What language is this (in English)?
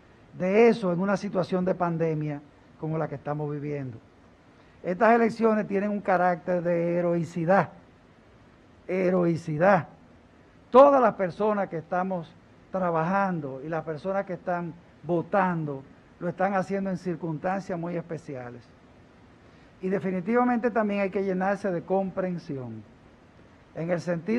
Spanish